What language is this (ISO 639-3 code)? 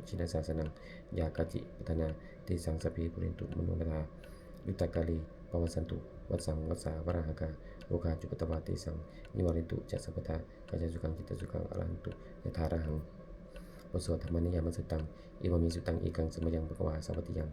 pli